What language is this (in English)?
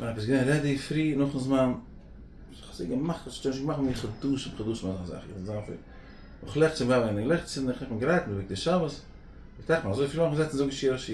Yiddish